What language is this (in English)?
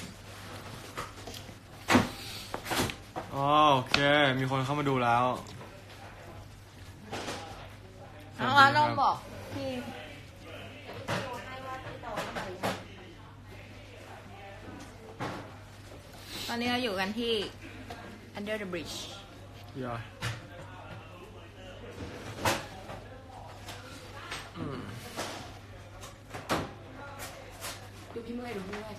Thai